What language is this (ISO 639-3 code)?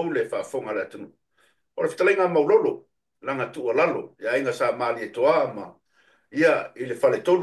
smo